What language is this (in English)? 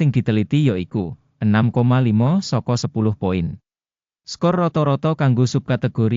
Javanese